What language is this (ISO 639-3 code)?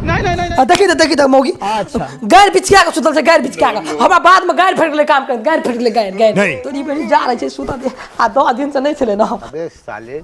mai